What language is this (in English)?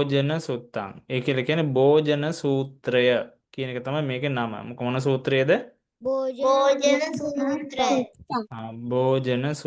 Sinhala